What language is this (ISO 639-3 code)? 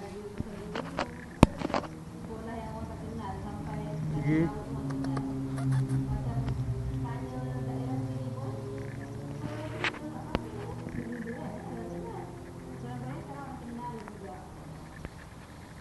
msa